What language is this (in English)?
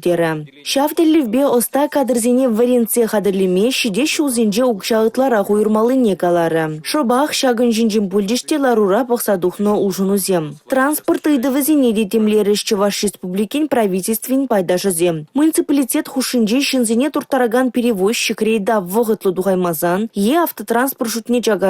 Chuvash